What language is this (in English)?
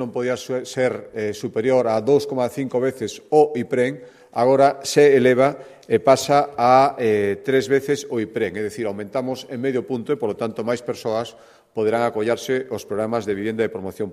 Galician